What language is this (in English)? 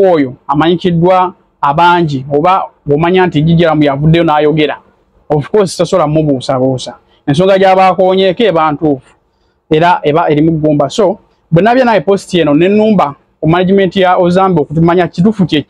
Ganda